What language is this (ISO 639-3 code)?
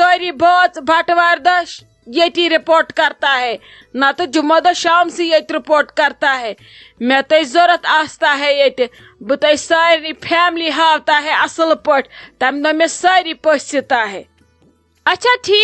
kas